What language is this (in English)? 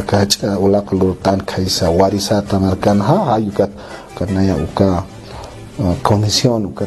Aymara